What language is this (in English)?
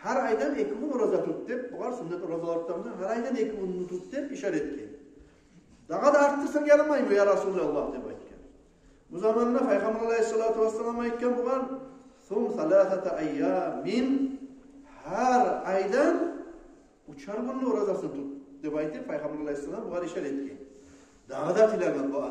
Kumyk